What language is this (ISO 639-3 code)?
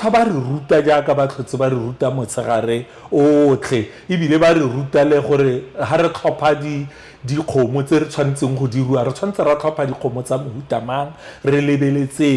tsn